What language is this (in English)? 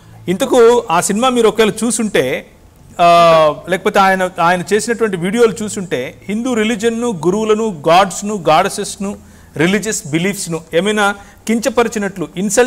Telugu